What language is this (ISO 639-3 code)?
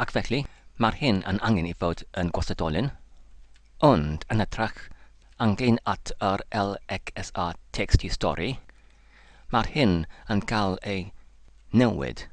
cym